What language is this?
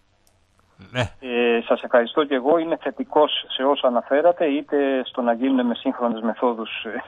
Greek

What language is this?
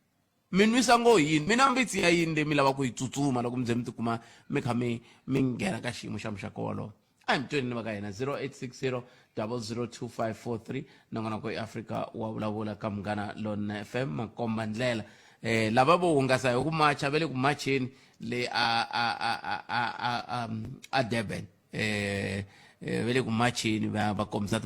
Tsonga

